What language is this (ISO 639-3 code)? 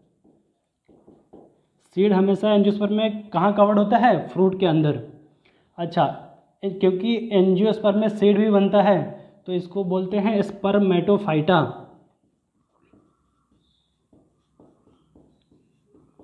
hin